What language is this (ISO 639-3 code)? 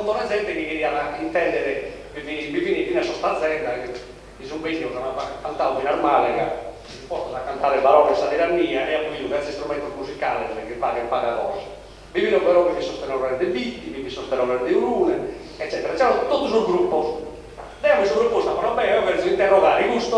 srd